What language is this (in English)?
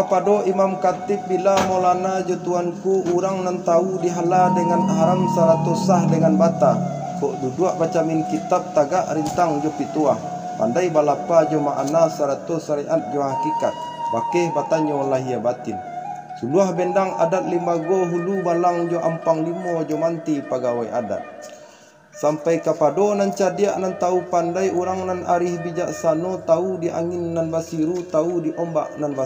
Minangkabau